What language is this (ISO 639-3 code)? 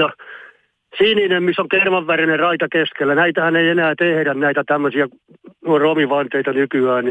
fin